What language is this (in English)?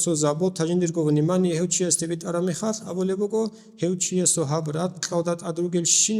Avaric